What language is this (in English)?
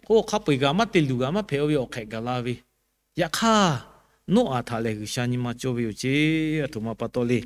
Lahu